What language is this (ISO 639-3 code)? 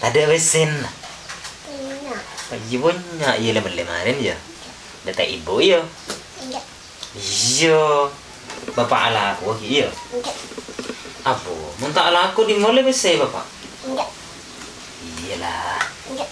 mad